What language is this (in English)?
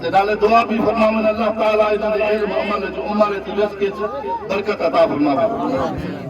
Saraiki